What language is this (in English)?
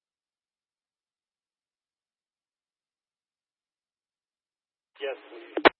English